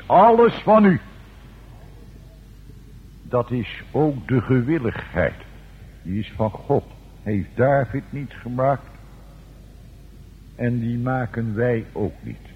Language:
Dutch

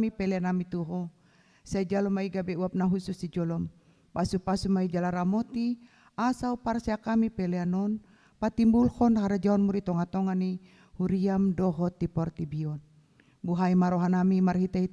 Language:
Batak Toba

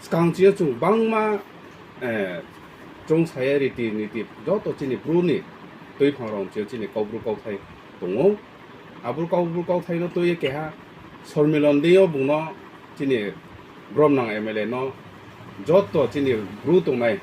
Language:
Riang (India)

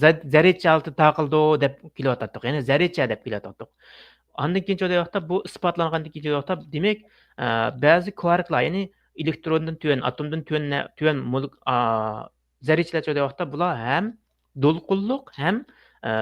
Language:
Uyghur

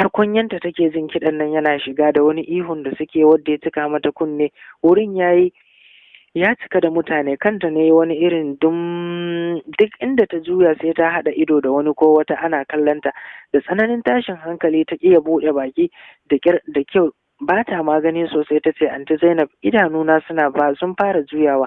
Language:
Hausa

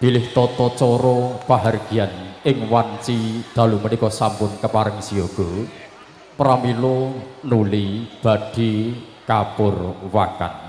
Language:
Javanese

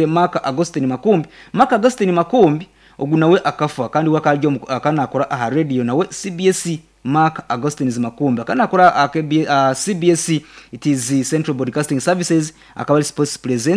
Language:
Nyankole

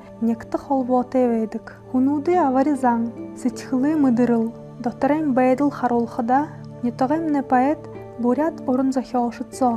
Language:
Buriat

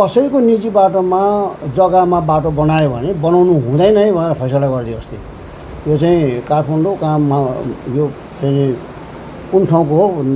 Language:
Nepali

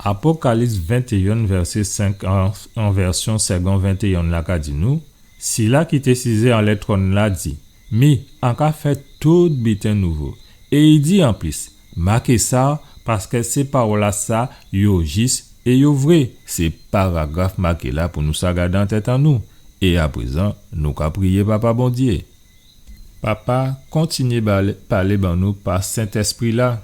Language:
Guadeloupean Creole French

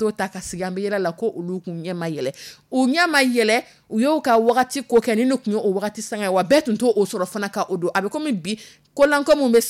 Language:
Dyula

